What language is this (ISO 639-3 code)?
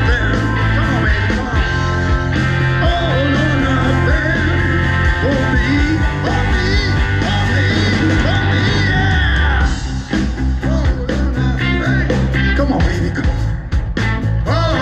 eng